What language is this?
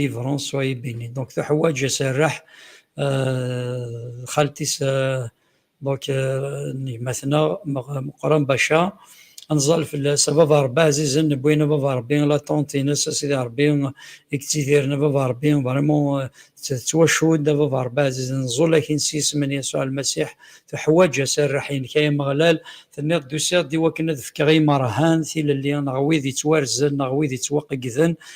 Kabyle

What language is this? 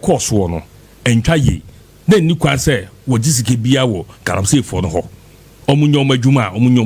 Akan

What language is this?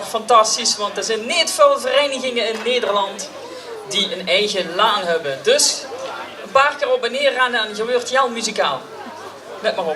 Limburgish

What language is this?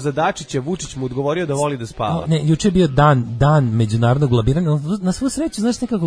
Serbian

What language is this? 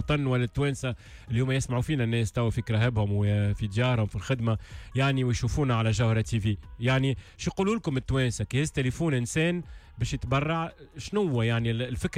Tunisian Arabic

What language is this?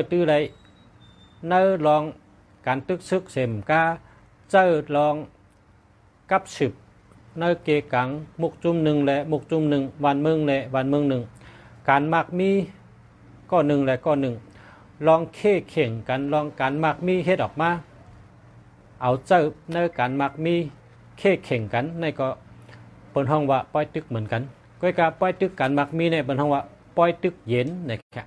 Shan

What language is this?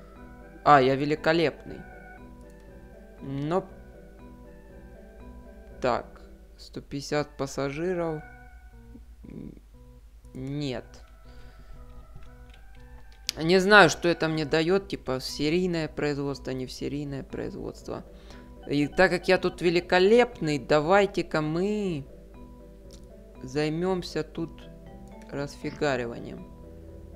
Russian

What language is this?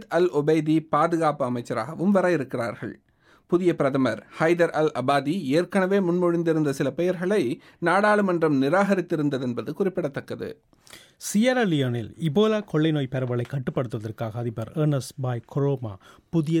Tamil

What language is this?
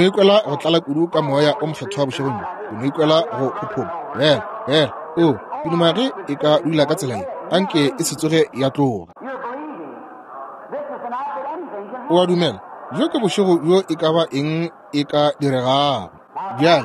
Northern Sotho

